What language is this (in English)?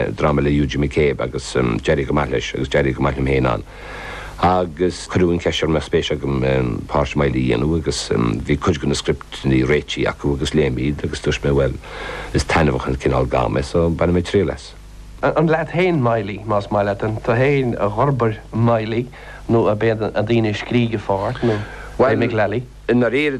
Irish